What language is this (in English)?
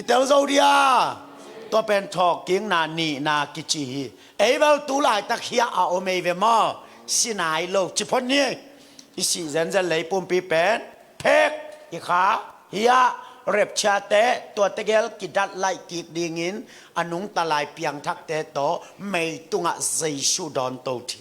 Tedim Chin